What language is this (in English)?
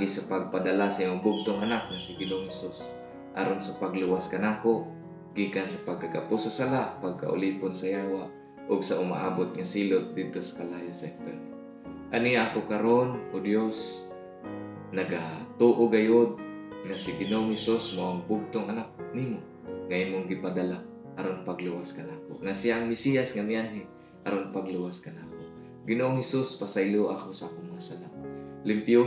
Cebuano